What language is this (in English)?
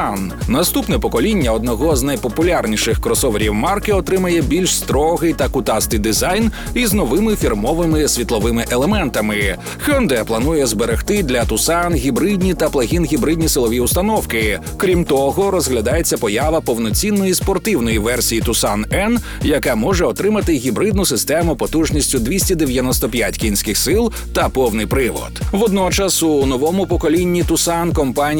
Ukrainian